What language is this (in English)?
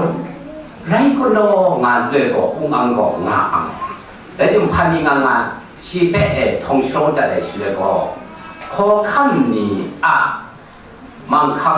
Kachin